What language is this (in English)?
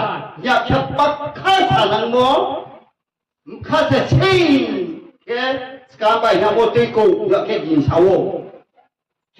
Riang (India)